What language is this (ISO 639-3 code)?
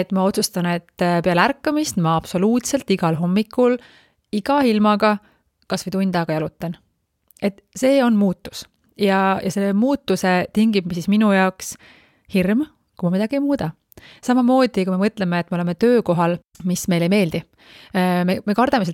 est